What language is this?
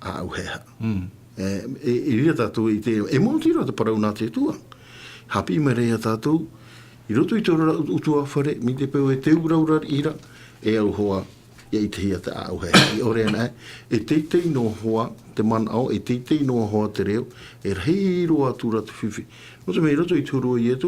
Tahitian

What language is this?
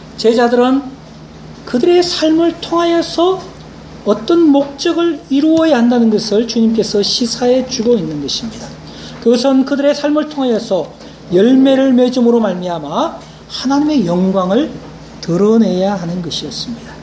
Korean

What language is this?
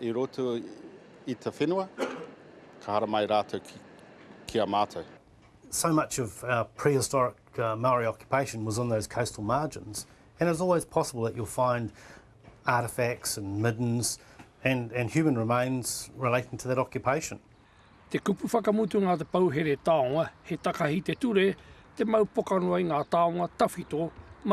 Māori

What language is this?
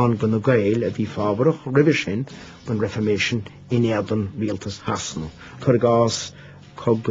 Irish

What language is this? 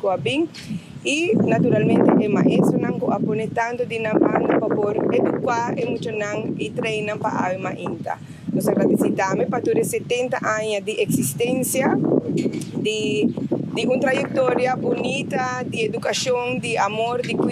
Papiamento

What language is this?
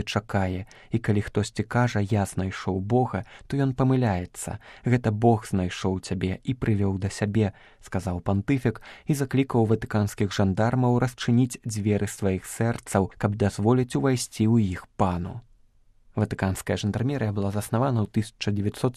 Belarusian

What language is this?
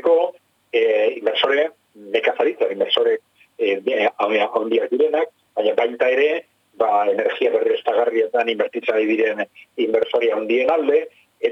Basque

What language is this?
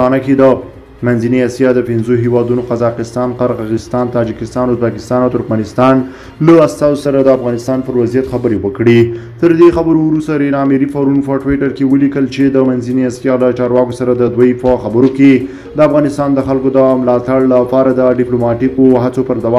Pashto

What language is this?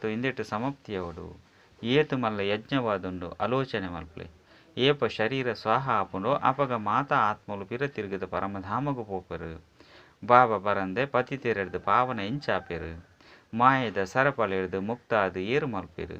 Tulu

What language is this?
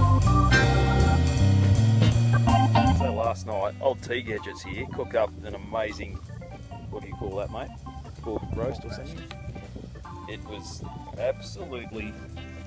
English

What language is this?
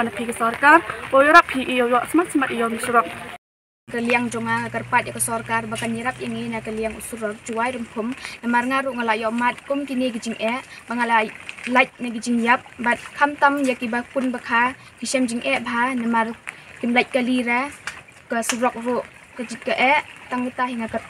Khasi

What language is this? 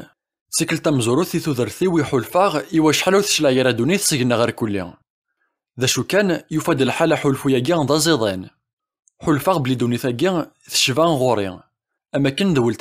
Kabyle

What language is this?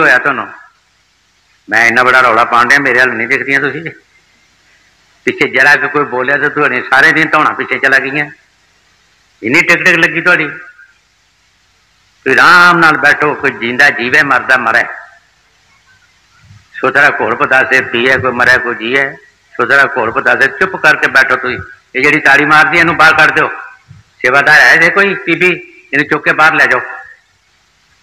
Punjabi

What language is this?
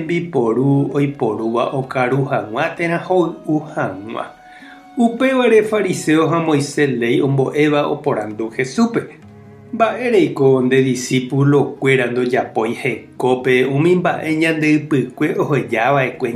Guarani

